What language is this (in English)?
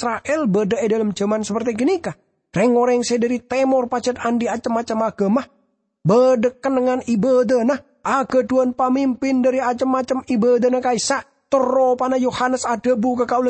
Madurese